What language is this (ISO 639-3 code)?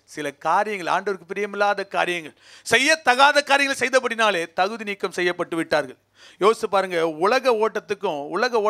tam